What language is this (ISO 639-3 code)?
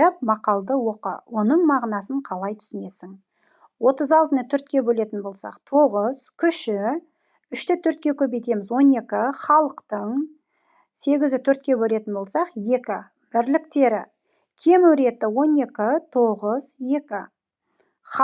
kaz